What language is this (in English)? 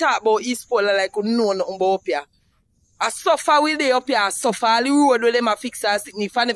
Jamaican Creole English